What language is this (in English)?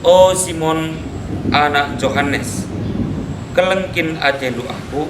Batak Karo